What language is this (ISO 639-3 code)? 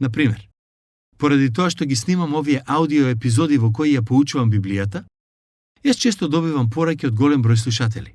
mkd